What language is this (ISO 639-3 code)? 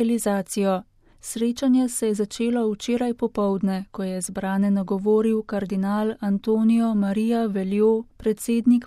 slv